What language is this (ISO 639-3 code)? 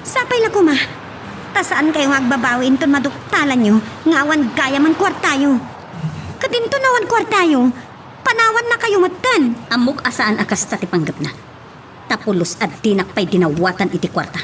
ilo